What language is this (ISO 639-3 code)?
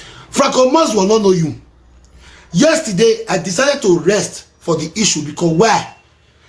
pcm